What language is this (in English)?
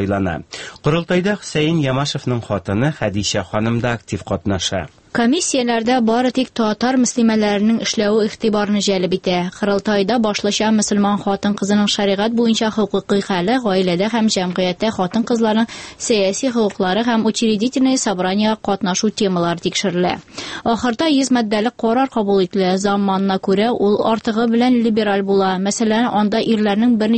Tatar